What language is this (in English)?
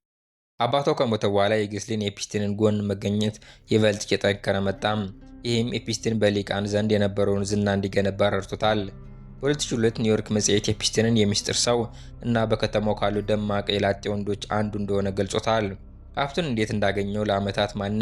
Amharic